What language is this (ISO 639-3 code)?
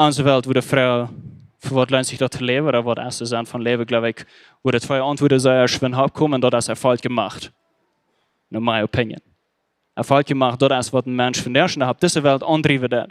pdt